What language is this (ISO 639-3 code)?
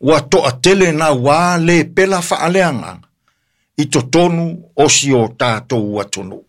smo